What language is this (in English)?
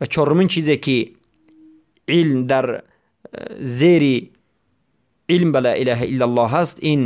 Tajik